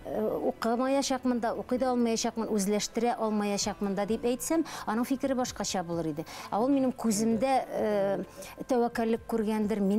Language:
Bashkir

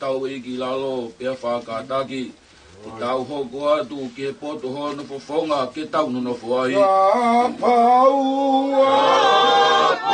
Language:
Tongan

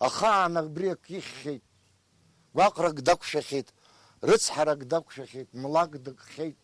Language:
Abkhazian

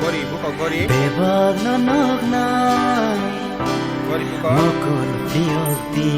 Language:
Kok Borok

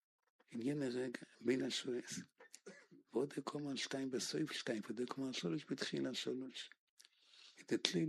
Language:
Hebrew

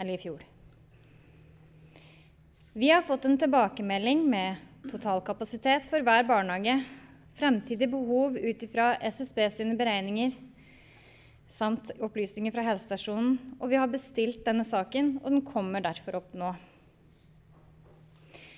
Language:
Norwegian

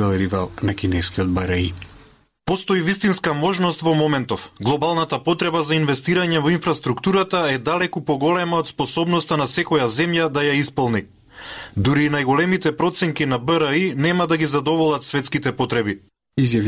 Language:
Macedonian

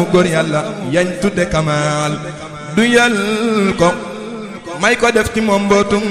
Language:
Wolof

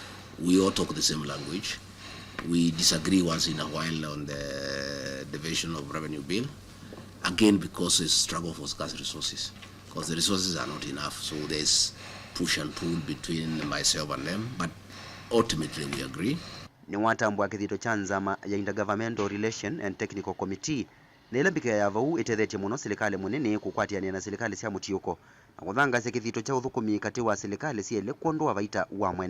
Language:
Kamba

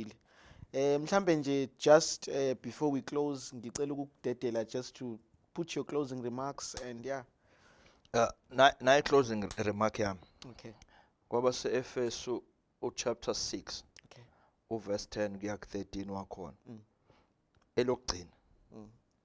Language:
Zulu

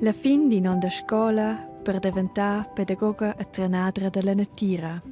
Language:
Romansh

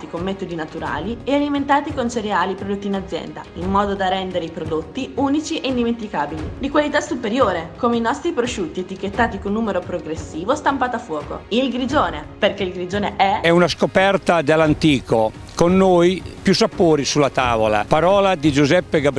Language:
Italian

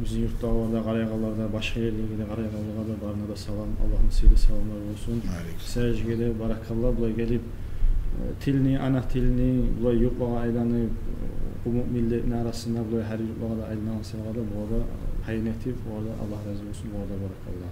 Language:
Kumyk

